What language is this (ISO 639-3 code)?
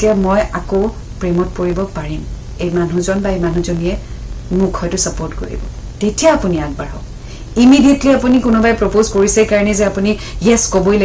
asm